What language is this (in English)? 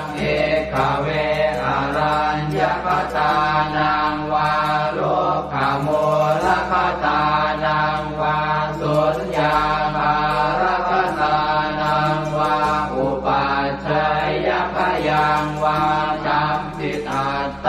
Pali